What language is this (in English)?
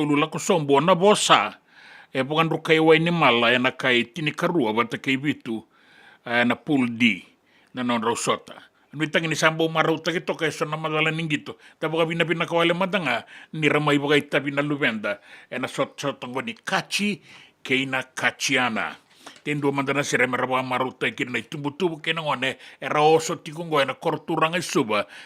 Fijian